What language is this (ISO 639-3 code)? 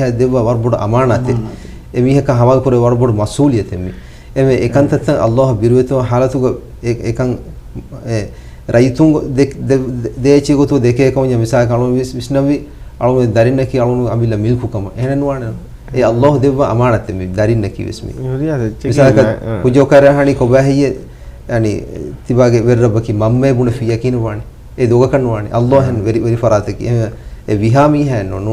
div